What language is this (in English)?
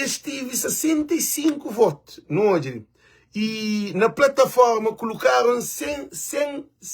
Kabuverdianu